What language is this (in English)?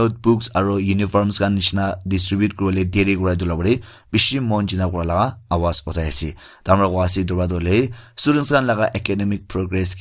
Naga Pidgin